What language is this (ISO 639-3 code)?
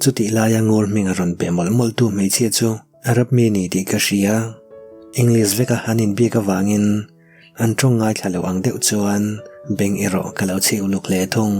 lus